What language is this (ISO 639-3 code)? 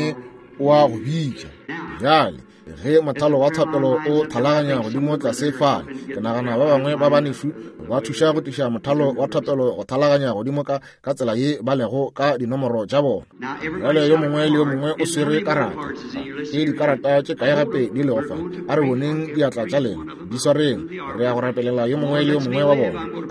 nso